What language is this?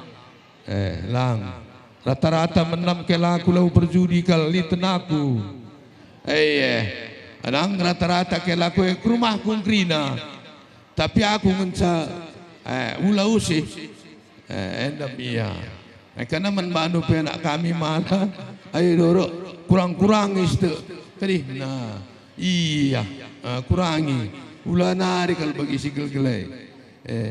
Batak Karo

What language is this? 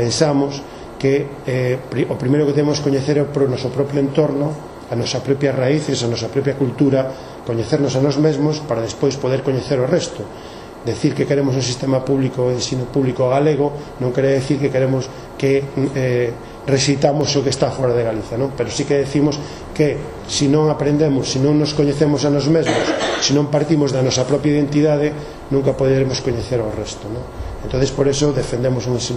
Galician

